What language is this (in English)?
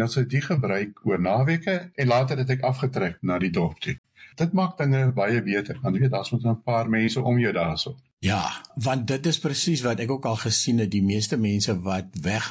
Afrikaans